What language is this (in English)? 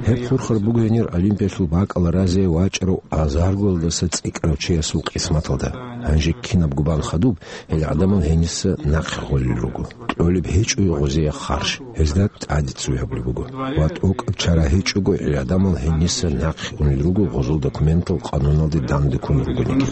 Avaric